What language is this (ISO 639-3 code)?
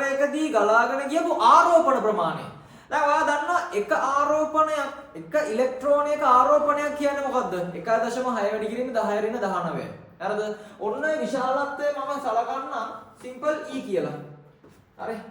sin